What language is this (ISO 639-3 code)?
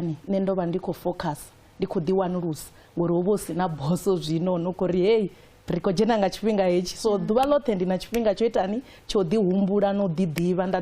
ven